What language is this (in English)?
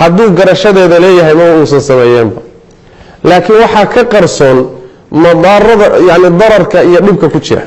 Somali